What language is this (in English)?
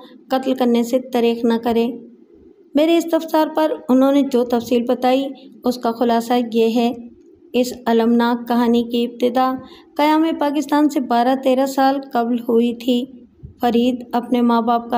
Urdu